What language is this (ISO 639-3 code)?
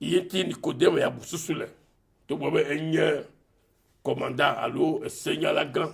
ewe